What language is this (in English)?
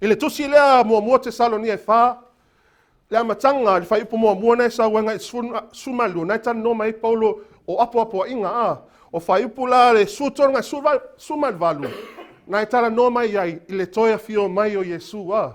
Samoan